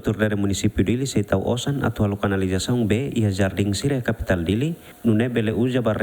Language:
Tetum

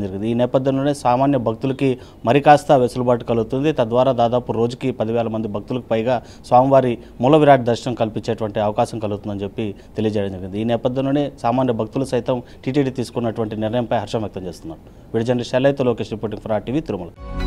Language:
Telugu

